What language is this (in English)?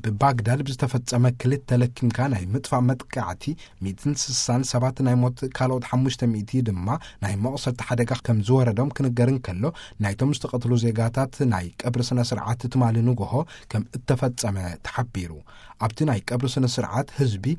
Tigrinya